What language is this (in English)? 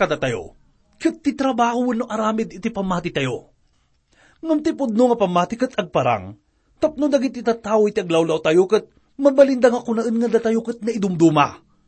Iloko